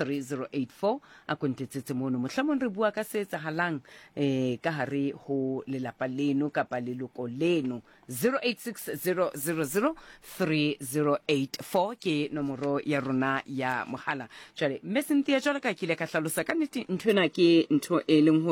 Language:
Southern Sotho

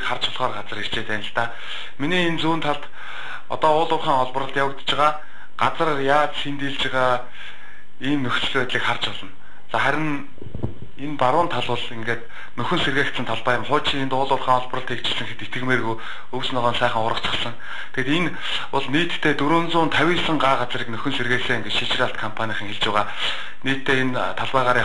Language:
Mongolian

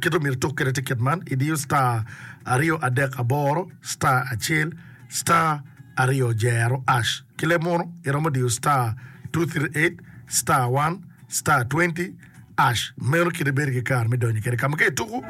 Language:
Acoli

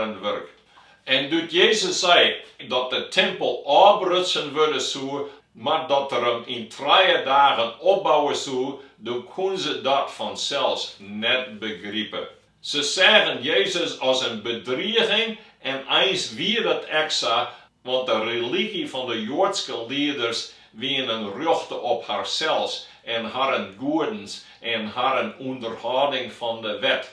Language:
Western Frisian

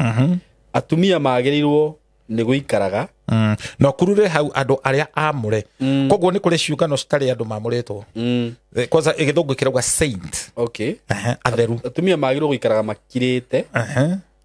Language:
Kikuyu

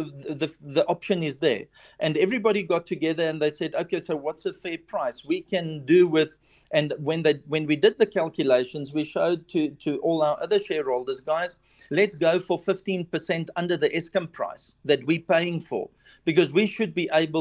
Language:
English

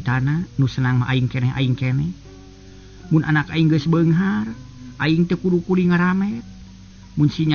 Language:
Sundanese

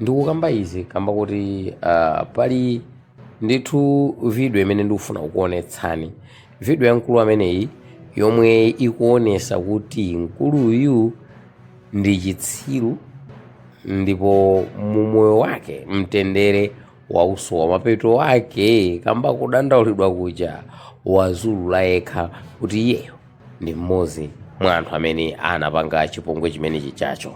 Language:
Nyanja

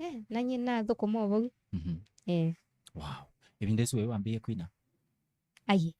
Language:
Kamba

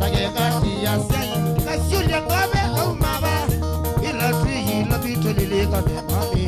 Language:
Kamba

